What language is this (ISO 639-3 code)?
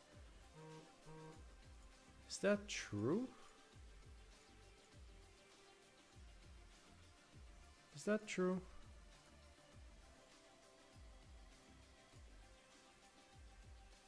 eng